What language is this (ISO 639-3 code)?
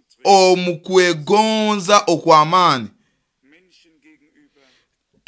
nyo